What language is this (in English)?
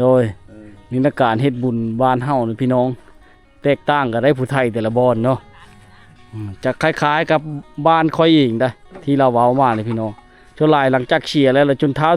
Lao